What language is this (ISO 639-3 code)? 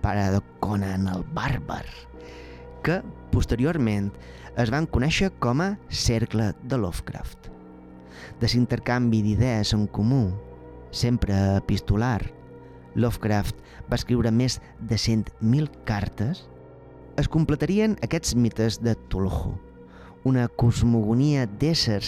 cat